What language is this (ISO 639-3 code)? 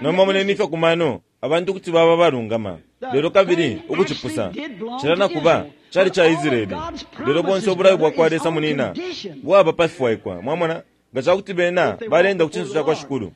bem